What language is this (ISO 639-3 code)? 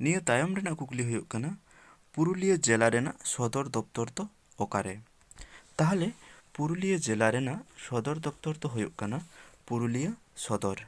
sat